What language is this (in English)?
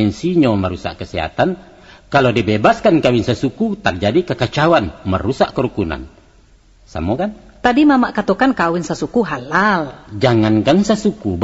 Minangkabau